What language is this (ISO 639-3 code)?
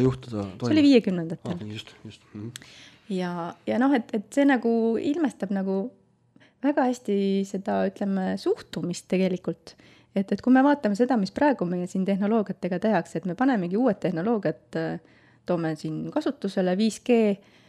est